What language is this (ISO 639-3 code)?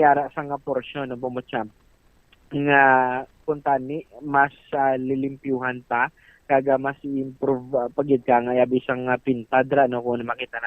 hil